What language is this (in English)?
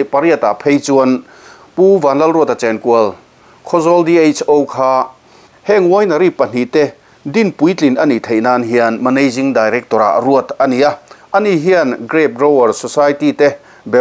Mizo